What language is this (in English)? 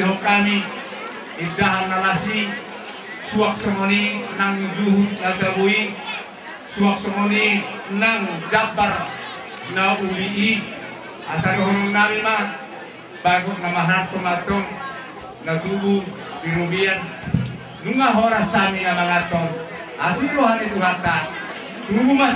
Batak Toba